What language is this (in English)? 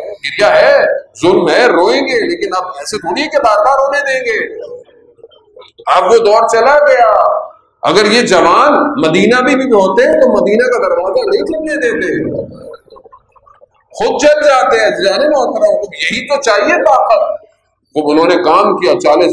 Urdu